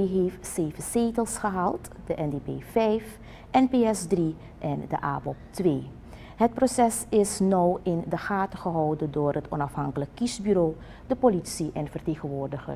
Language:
Dutch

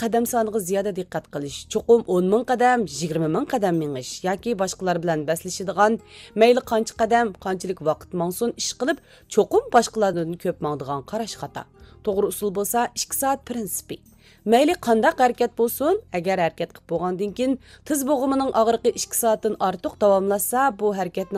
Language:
Uyghur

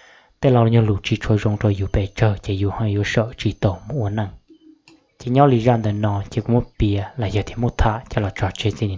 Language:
Hmong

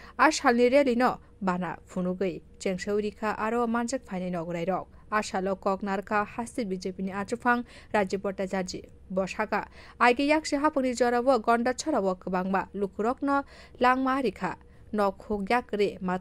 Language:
Kok Borok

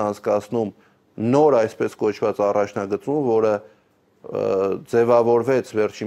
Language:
Armenian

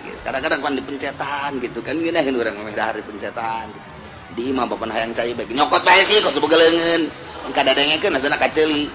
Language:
Sundanese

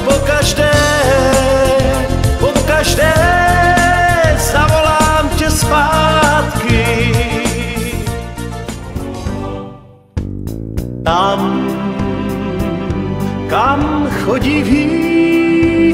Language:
Czech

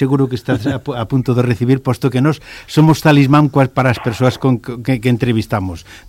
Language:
Galician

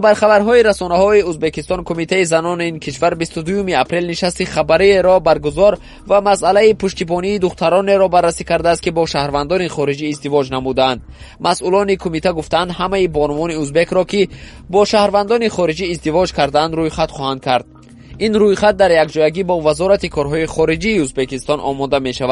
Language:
Tajik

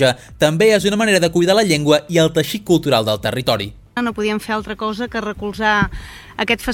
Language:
Catalan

